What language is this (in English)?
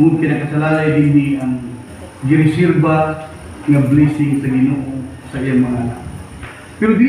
Cebuano